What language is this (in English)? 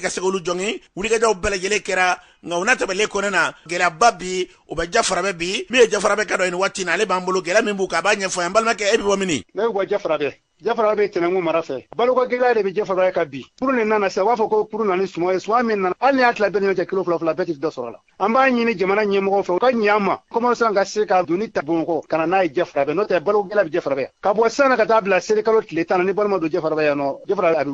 Bambara